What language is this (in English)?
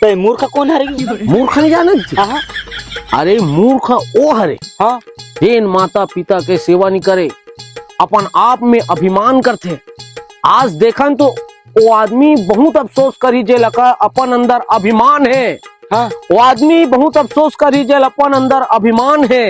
Chhattisgarhi